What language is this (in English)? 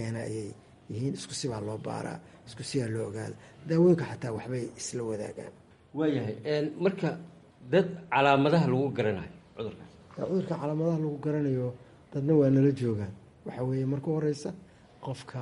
Somali